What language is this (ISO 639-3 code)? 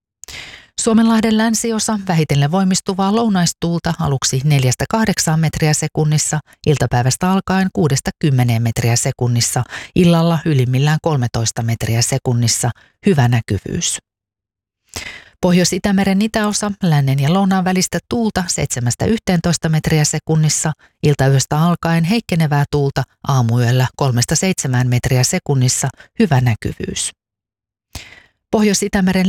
fin